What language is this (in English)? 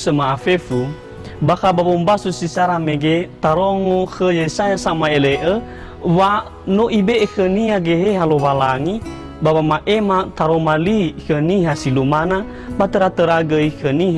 Nias